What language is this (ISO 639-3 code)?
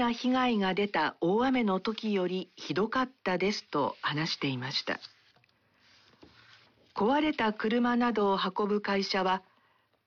jpn